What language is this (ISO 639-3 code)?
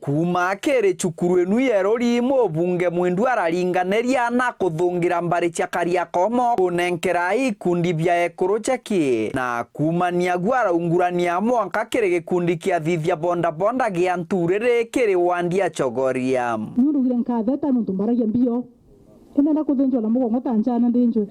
mer